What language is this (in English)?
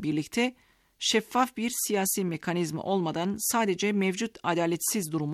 Turkish